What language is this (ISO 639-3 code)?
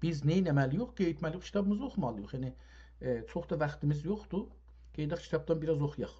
azb